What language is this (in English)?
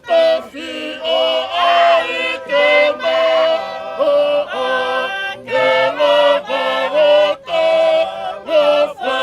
Tongan